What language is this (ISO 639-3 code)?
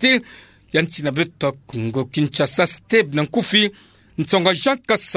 ktu